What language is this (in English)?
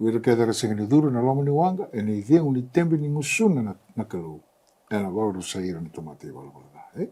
Fijian